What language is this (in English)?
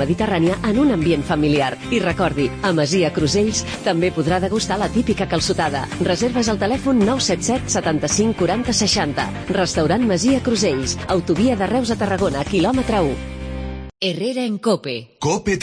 Catalan